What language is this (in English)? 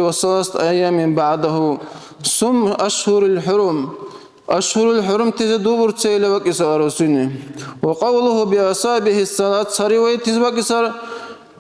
Dargwa